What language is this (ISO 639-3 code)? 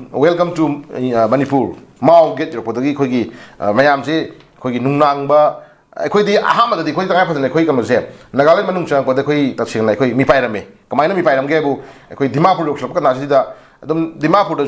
mni